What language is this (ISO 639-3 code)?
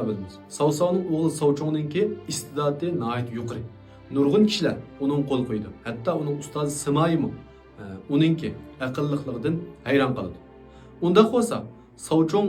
uig